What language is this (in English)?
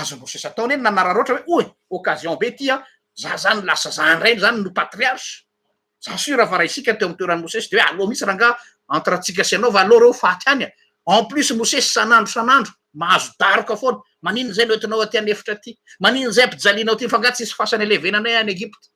Malagasy